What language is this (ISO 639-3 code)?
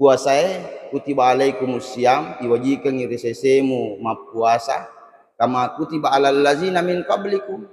bug